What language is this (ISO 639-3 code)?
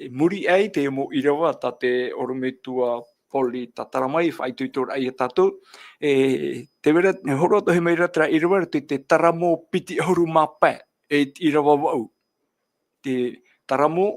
tah